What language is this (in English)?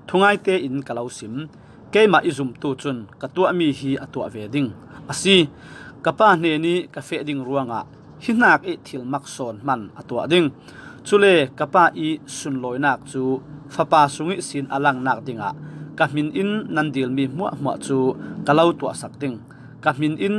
Falam Chin